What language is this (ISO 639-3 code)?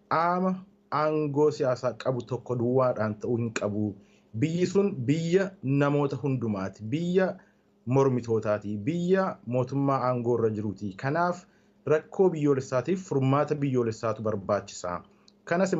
orm